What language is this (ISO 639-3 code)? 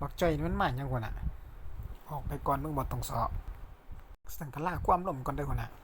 lao